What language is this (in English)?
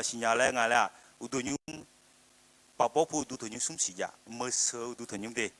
Akha